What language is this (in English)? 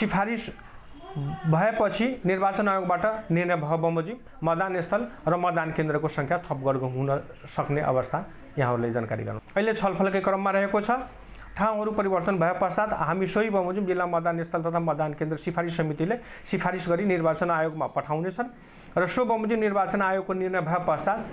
Nepali